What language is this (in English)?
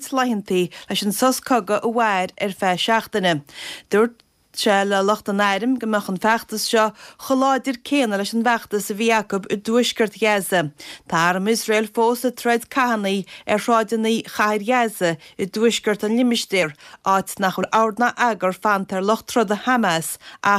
Irish